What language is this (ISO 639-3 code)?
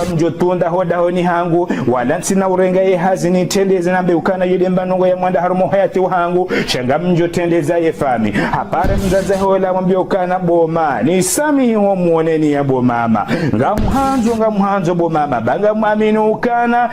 zdj